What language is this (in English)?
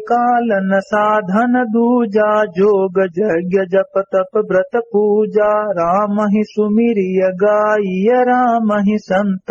Awadhi